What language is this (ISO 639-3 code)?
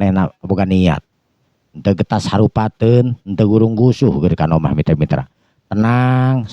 sun